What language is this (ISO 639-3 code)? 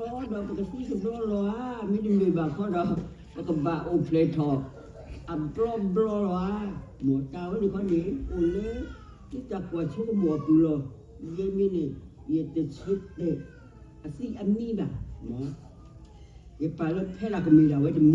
ksw